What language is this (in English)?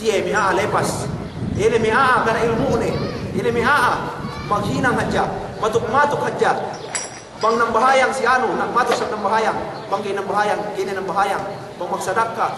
Yakan